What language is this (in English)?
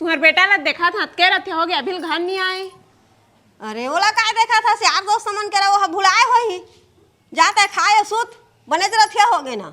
Chhattisgarhi